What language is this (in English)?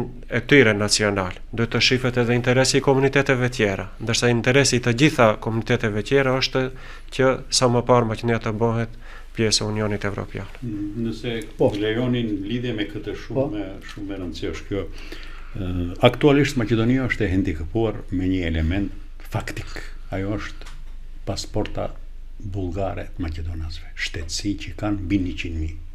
Albanian